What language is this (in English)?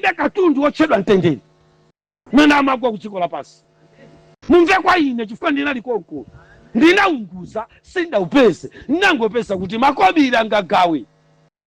Nyanja